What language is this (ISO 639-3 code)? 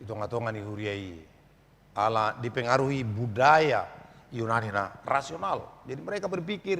bbc